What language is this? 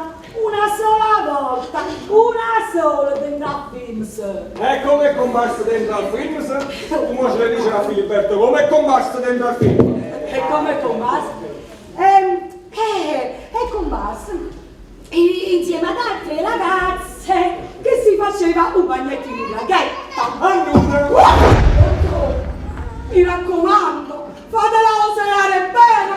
Neapolitan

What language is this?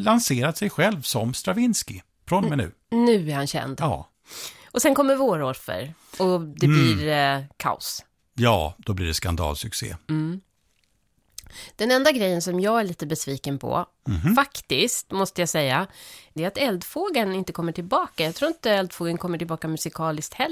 Swedish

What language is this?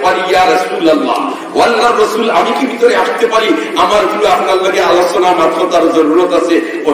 Sylheti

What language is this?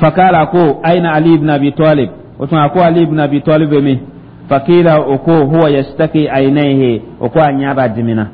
Dyula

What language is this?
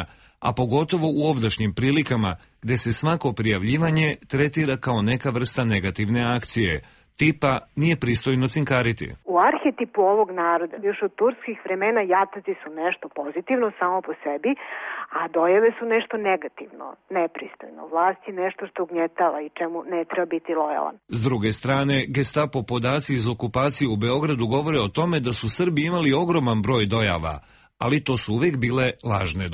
Serbian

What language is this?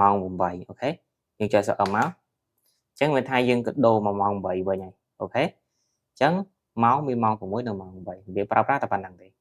Khmer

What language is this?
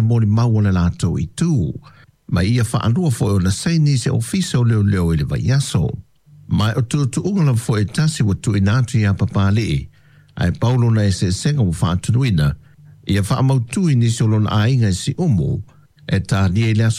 Samoan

